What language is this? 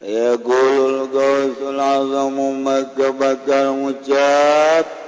Sundanese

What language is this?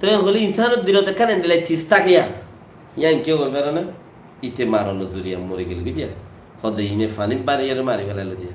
Rohingya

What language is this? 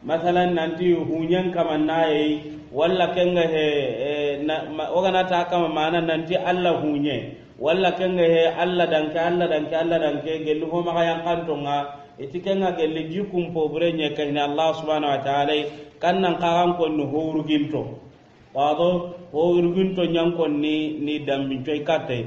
Soninke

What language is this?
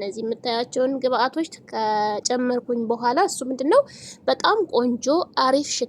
Amharic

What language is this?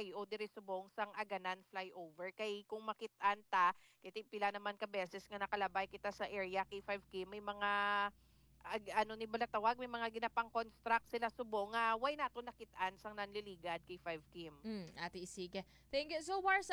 Hiligaynon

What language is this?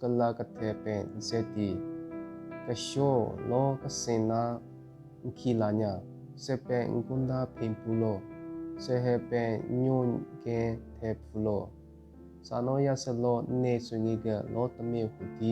Southern Rengma Naga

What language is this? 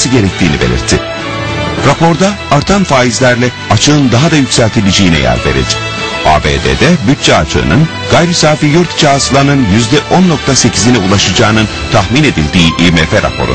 Turkish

